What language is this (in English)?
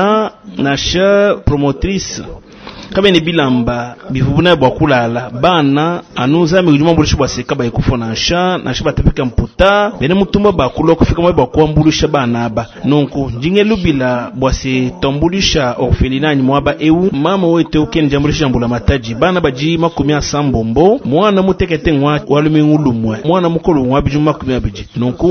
Luba-Lulua